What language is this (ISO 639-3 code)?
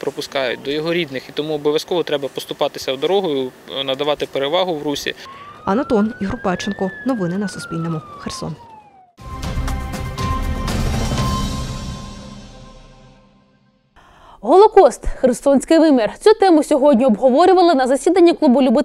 ukr